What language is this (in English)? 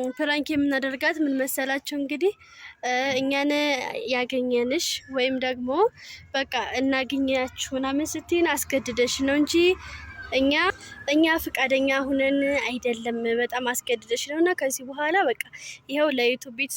Amharic